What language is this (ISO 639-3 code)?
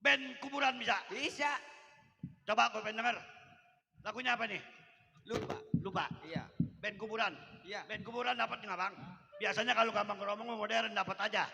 bew